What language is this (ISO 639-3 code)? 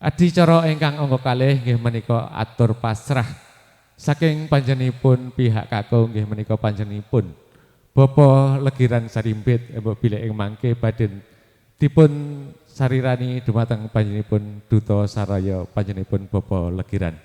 jav